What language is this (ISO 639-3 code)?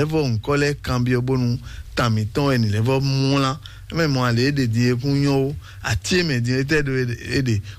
fon